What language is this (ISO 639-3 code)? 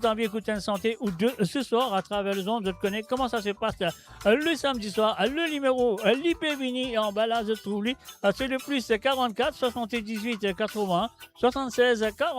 mfe